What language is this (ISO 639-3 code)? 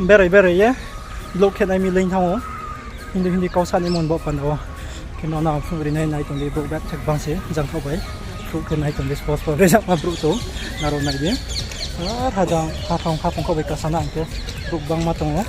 ria